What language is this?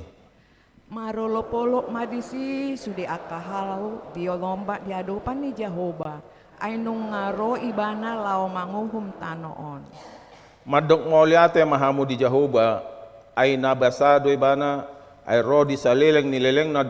Batak Toba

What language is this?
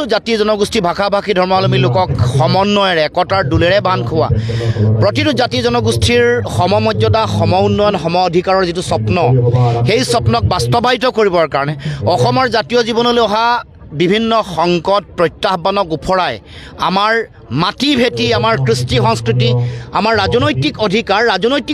Assamese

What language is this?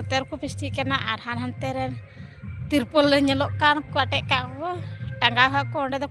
Santali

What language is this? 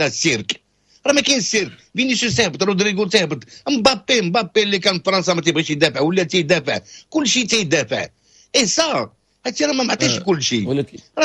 Moroccan Arabic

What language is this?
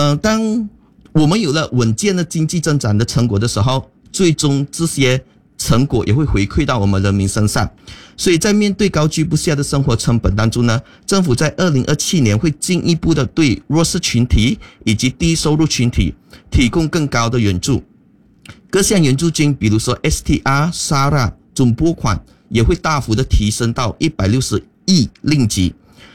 Chinese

